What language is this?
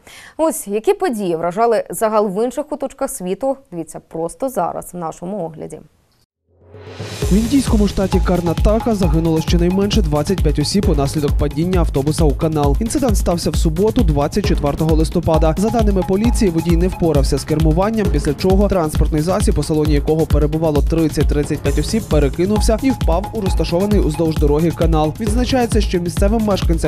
Ukrainian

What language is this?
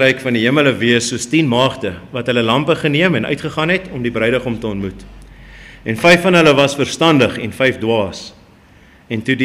Afrikaans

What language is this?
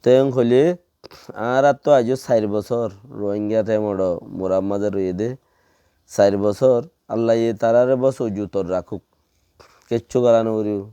Rohingya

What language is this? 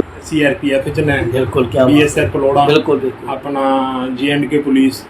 Dogri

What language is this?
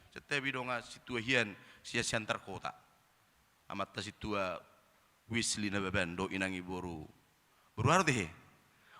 Batak Toba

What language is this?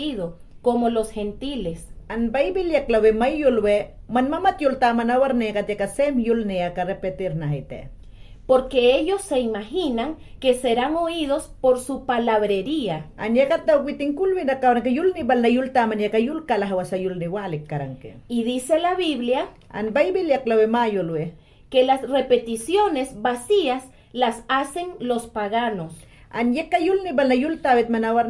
Mayangna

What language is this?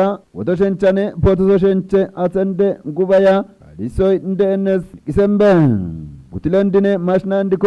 Kafa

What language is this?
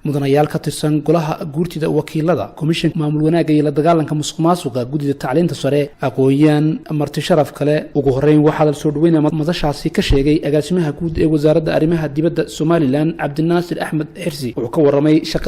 Somali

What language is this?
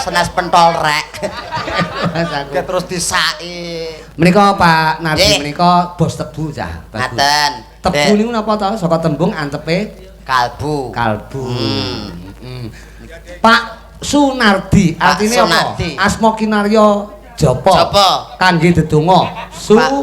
Javanese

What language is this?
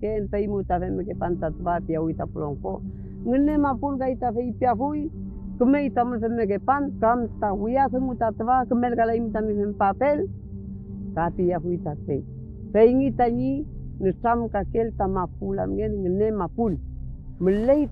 Mapuche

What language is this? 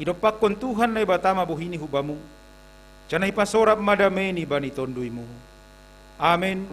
Batak Simalungun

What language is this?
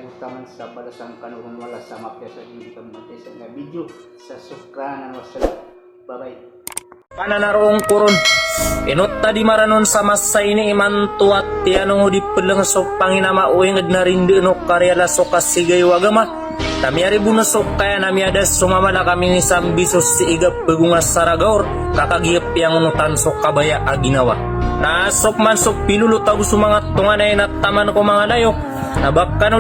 Maranao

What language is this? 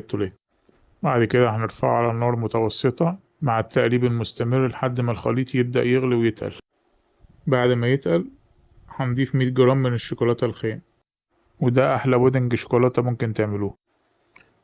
Egyptian Arabic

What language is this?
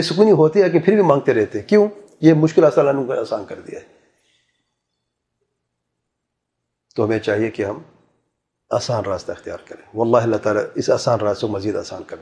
Urdu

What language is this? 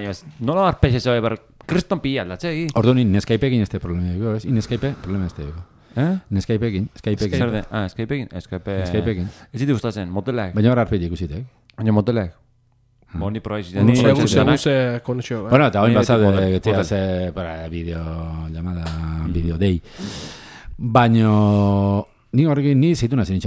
Basque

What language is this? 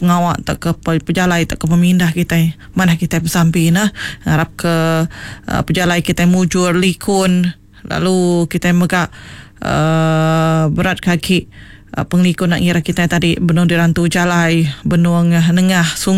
Iban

